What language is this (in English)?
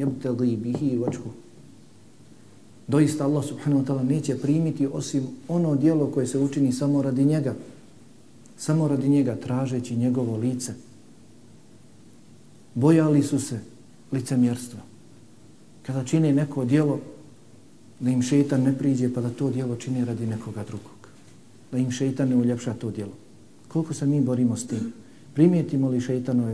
Bosnian